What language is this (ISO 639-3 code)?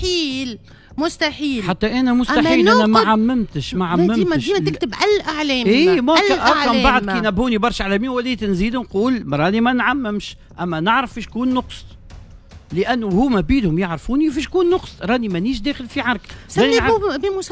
aeb